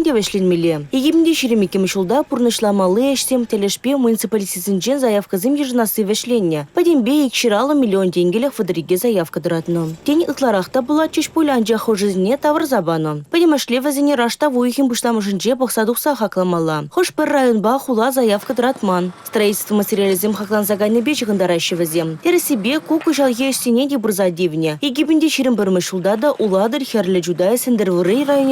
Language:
Chuvash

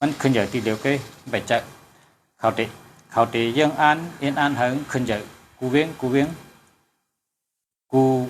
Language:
Shan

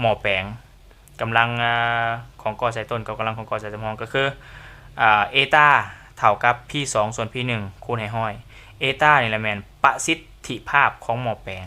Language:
Lao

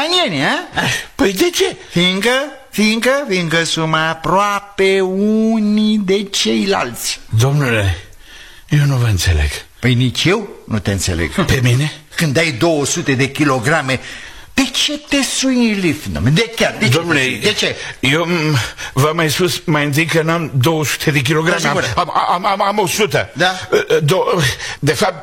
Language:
Romanian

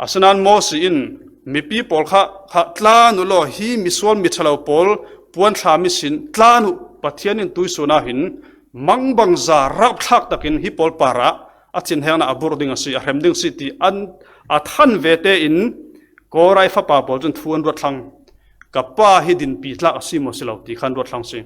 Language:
Falam Chin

